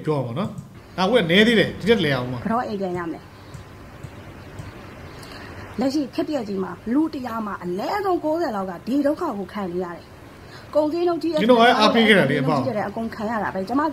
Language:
Burmese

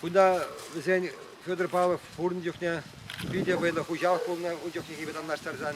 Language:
Chuvash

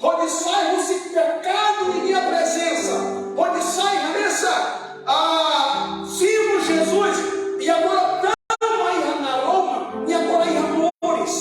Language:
Tetum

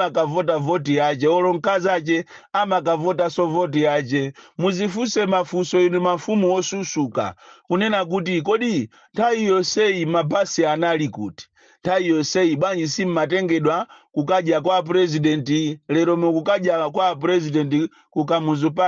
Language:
Nyanja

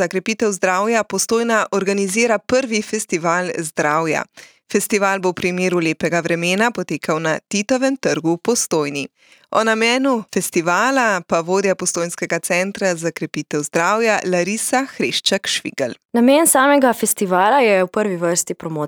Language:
Slovenian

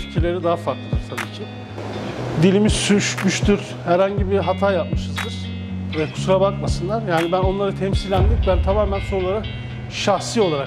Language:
Turkish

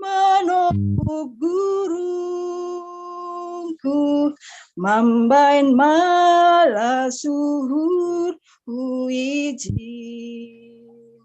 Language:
Batak Simalungun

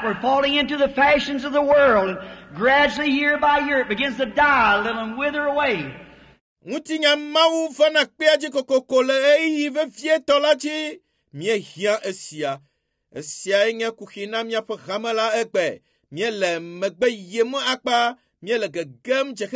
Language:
Ewe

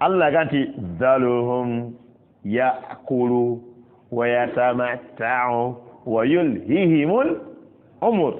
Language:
Ganda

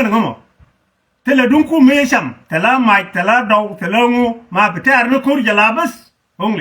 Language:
Nuer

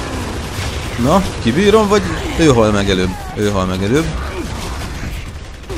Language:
Hungarian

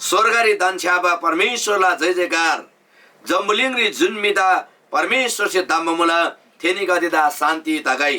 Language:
Eastern Tamang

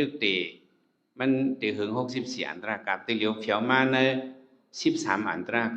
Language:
Shan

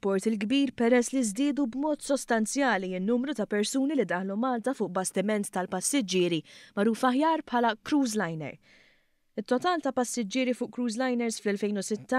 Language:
Maltese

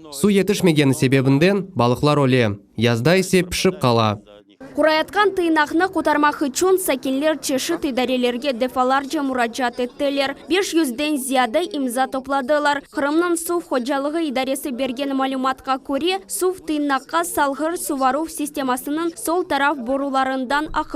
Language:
Crimean Tatar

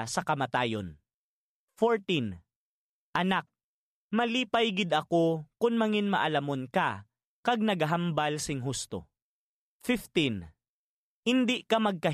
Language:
Hiligaynon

